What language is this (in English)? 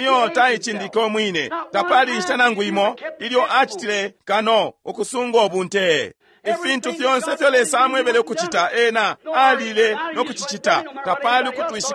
Bemba